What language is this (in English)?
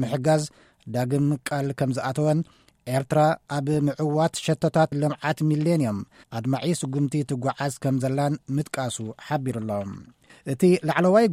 Tigrinya